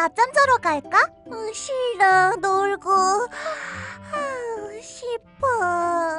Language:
Korean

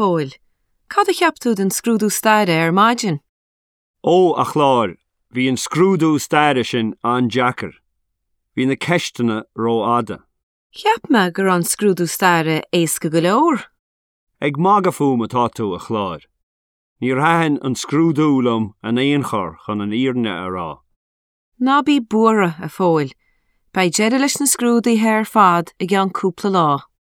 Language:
Irish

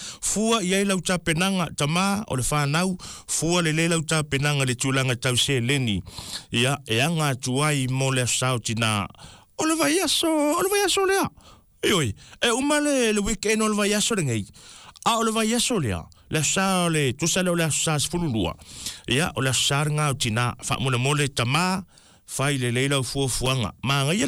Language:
Samoan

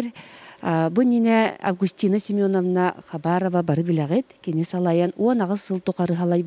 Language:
Yakut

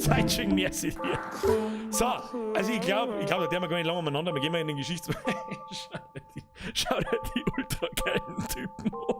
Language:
Bavarian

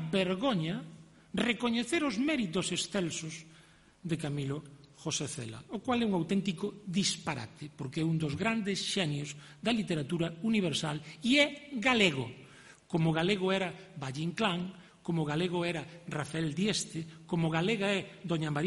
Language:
Galician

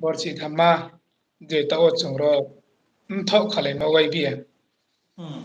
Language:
Riang (India)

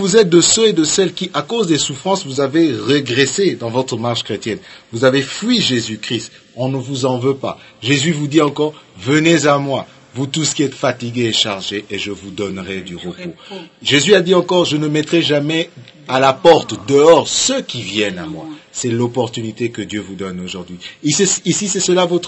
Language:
French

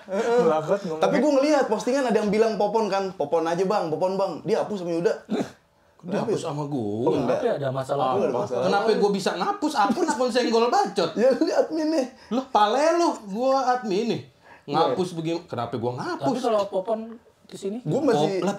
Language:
Betawi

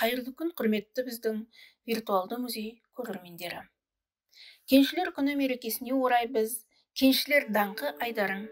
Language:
Kazakh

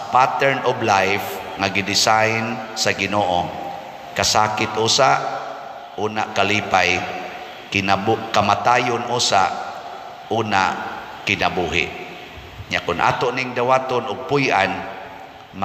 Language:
Cebuano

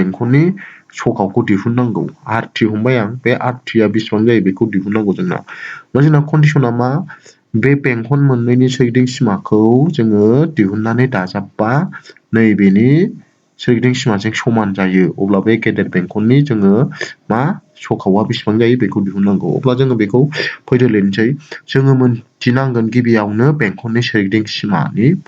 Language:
Bodo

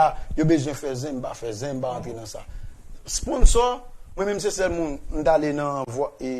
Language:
Haitian Creole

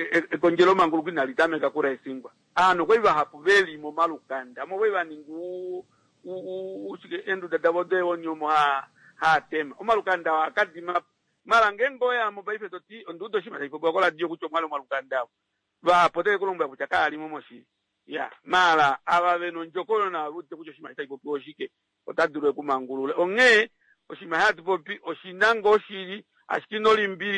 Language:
Kuanyama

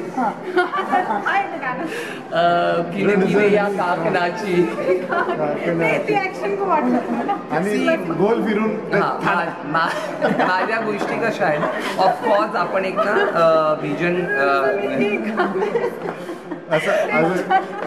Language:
Marathi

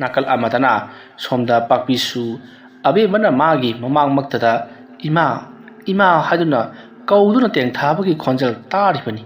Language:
Manipuri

